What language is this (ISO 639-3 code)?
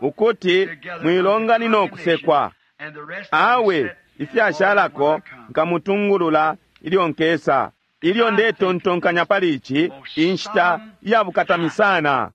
bem